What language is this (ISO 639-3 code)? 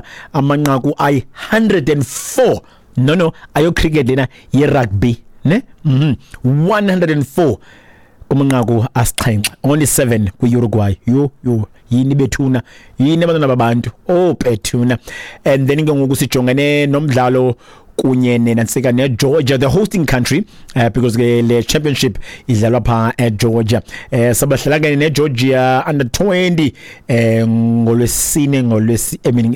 xho